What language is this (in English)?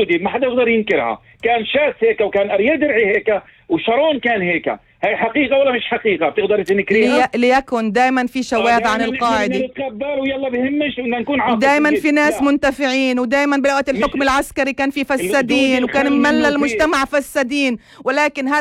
North Levantine Arabic